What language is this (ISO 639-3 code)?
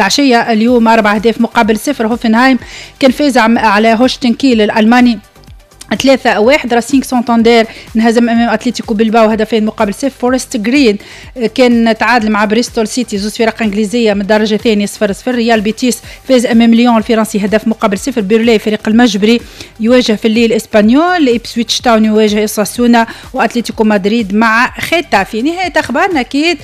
aeb